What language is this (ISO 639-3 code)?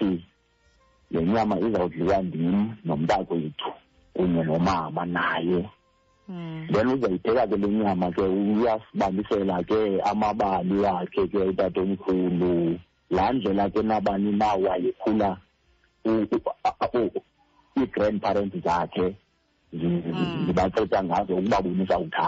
xho